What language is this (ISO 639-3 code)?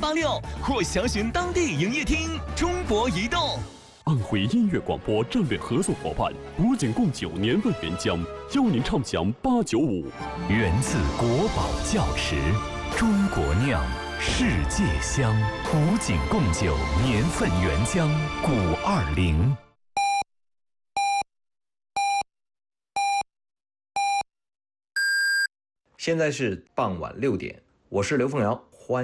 zho